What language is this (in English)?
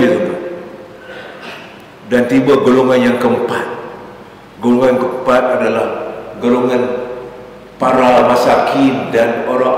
Malay